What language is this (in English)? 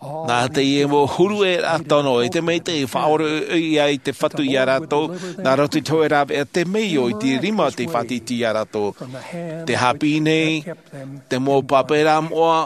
Tahitian